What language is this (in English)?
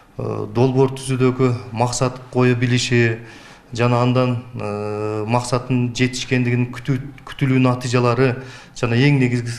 Kyrgyz